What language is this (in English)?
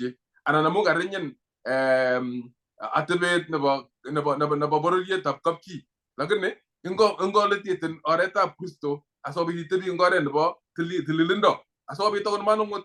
Kalenjin